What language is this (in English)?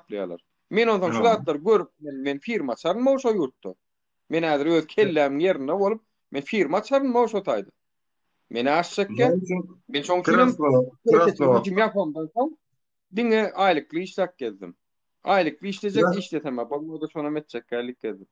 Turkmen